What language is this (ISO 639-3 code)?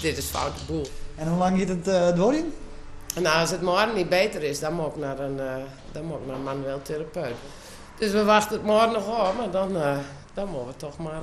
fry